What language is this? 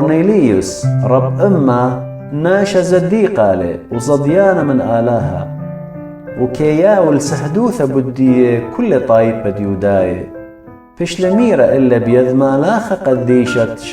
Assyrian Neo-Aramaic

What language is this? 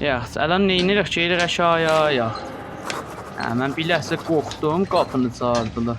South Azerbaijani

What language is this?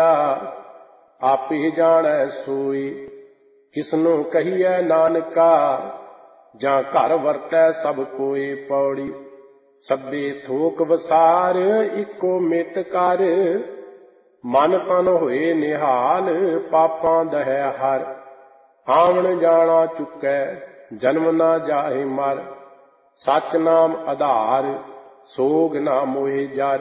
Punjabi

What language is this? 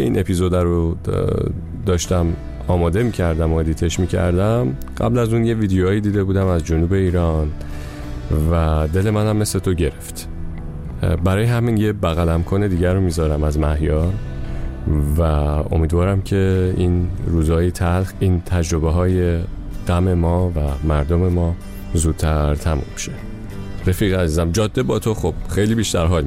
Persian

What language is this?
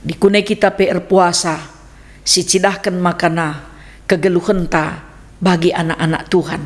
Batak Karo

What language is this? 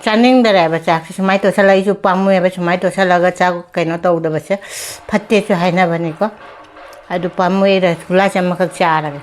Manipuri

